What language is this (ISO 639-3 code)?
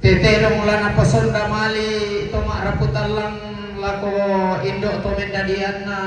sda